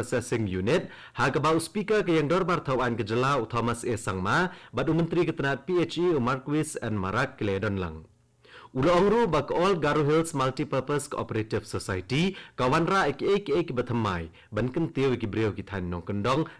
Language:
Khasi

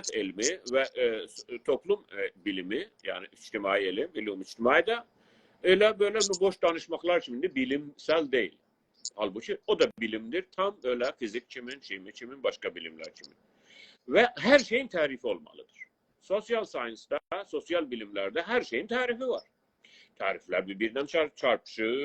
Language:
South Azerbaijani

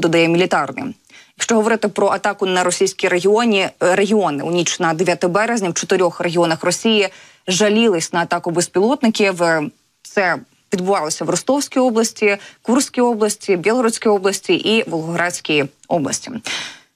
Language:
Ukrainian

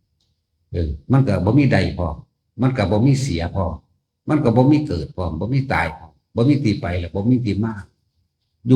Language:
Northeastern Thai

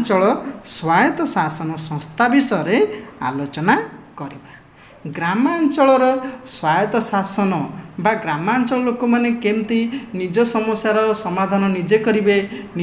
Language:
Odia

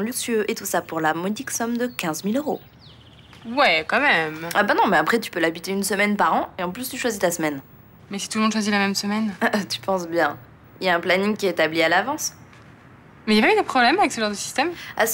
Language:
French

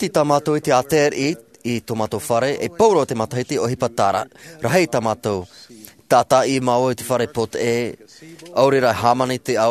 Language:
Tahitian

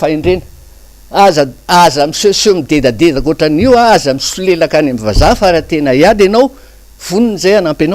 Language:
Malagasy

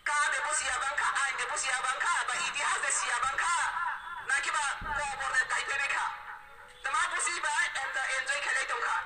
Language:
Kok Borok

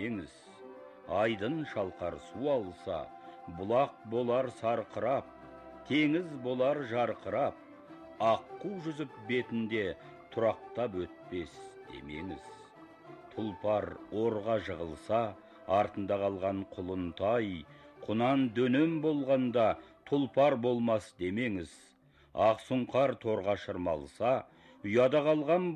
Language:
Kazakh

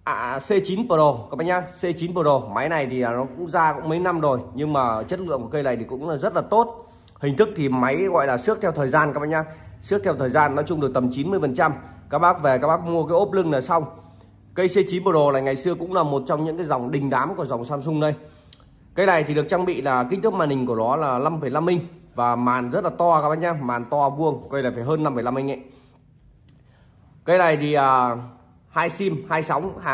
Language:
Vietnamese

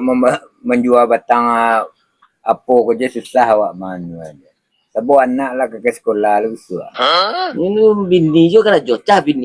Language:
Minangkabau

